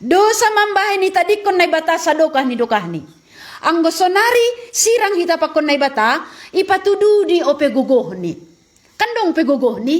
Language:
Batak Simalungun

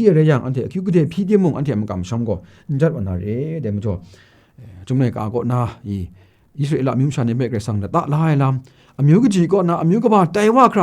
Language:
Kachin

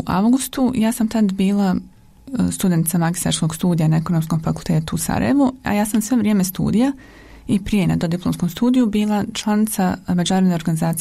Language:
Bosnian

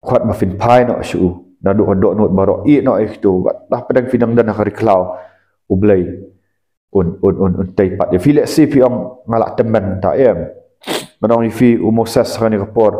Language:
Khasi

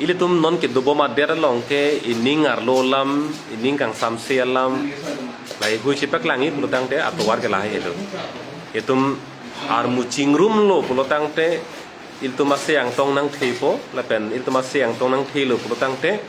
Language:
Karbi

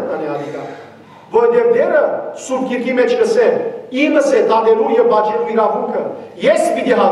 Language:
Western Armenian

